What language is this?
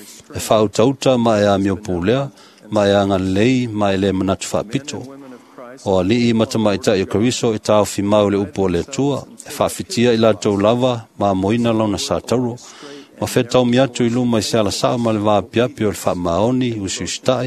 Samoan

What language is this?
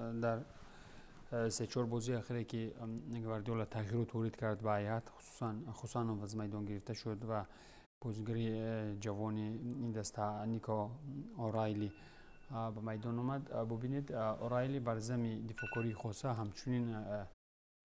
Tajik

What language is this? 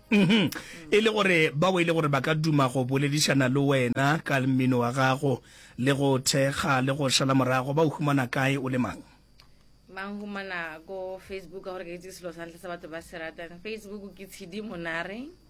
Northern Sotho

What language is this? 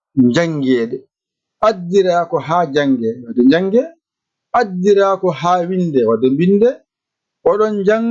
Fula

